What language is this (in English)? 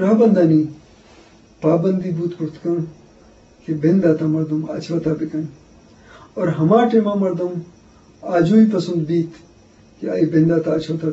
Eastern Balochi